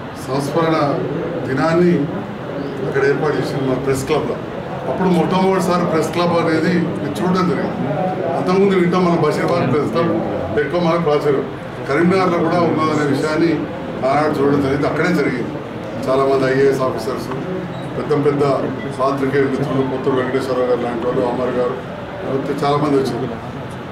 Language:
Telugu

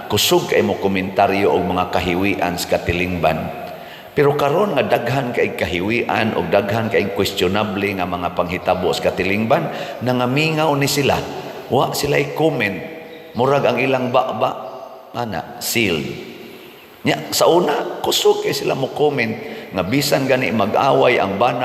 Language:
Cebuano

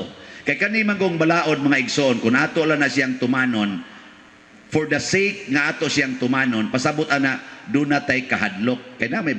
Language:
Cebuano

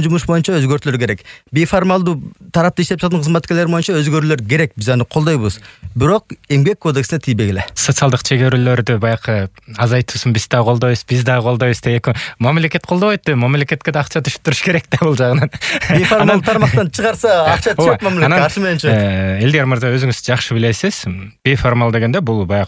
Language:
Kyrgyz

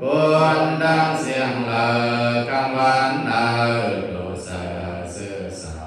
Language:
Shan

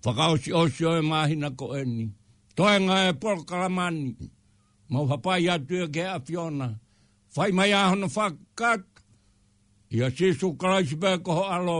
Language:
Tongan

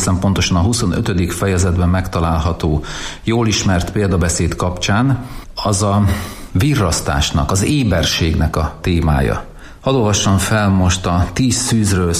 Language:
Hungarian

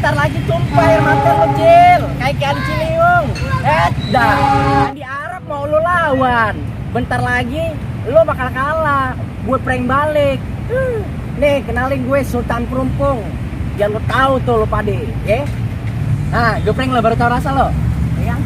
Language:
Betawi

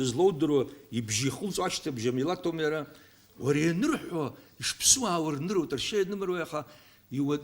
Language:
Abkhazian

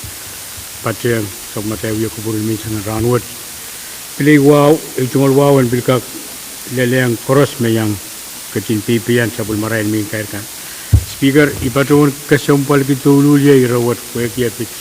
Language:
Pohnpeian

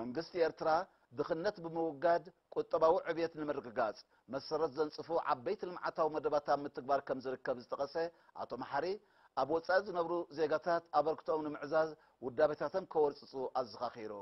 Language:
Tigrinya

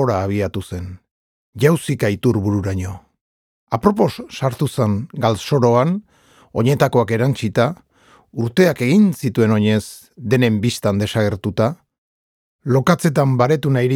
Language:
Basque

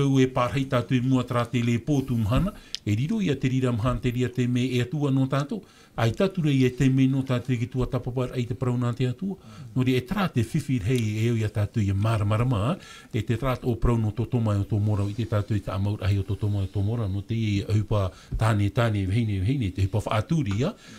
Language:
Tahitian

